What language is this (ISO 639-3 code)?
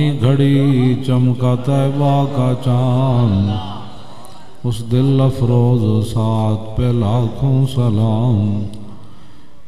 urd